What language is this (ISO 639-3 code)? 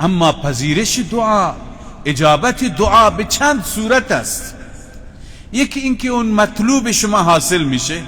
fas